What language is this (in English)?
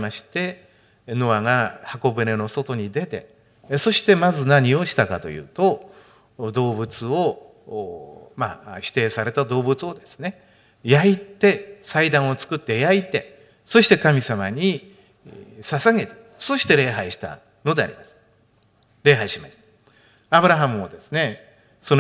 Japanese